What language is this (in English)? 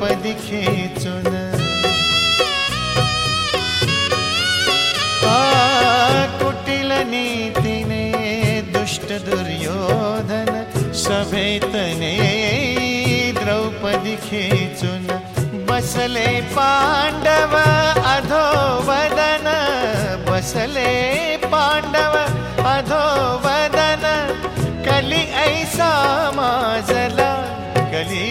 Marathi